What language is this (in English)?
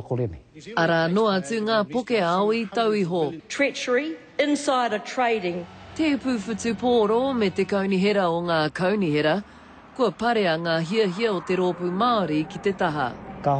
Māori